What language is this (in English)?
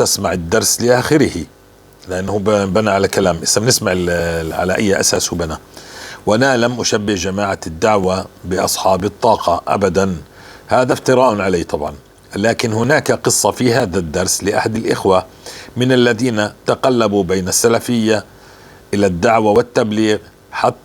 North Levantine Arabic